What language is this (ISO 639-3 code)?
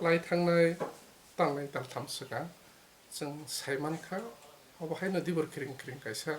trp